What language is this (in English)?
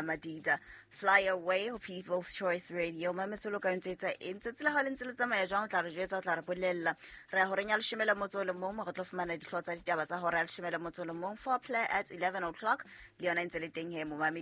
Southern Sotho